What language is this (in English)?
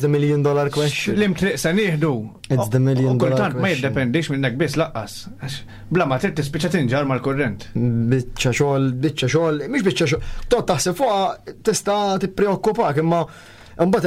Maltese